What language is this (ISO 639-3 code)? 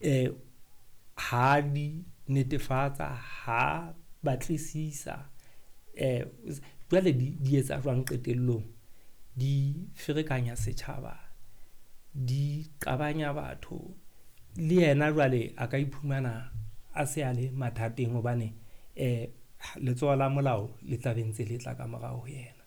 sot